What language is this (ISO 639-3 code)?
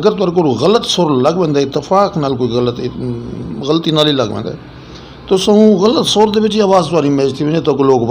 skr